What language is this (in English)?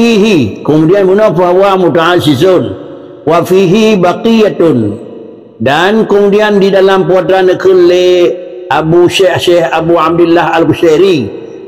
Achinese